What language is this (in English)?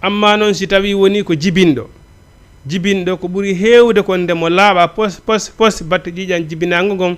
Fula